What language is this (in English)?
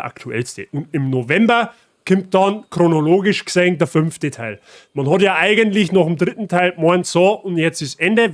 Bavarian